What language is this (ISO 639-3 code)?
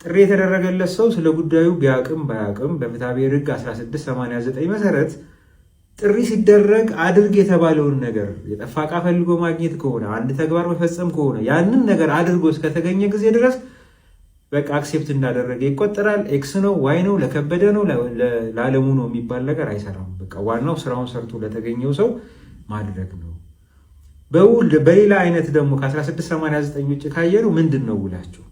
amh